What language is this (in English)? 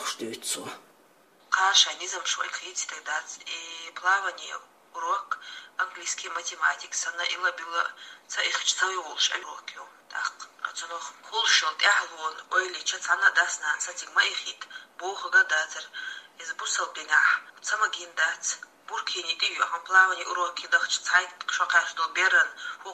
Chechen